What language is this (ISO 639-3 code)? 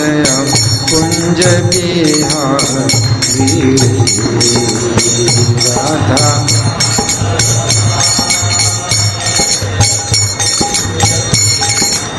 hin